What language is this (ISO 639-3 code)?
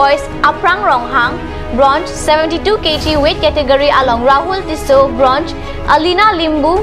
mjw